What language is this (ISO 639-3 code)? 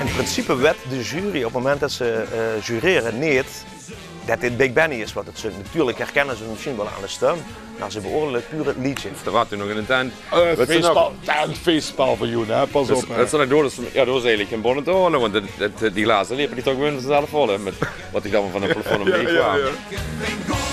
lim